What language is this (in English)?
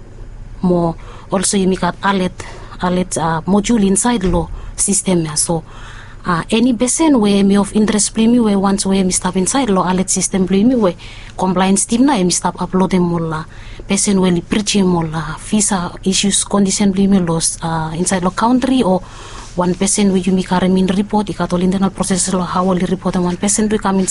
Bislama